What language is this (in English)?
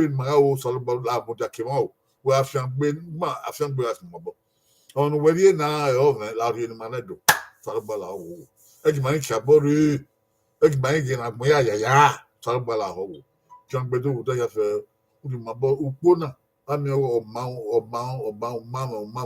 Bini